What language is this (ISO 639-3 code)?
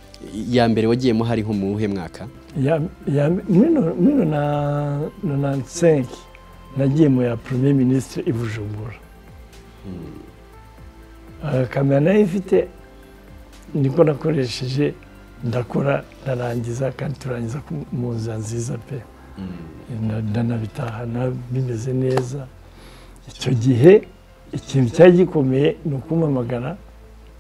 kin